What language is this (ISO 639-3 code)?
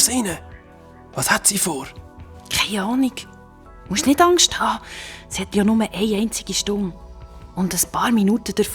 gsw